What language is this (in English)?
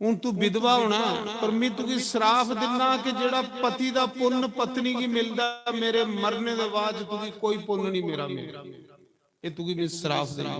Dogri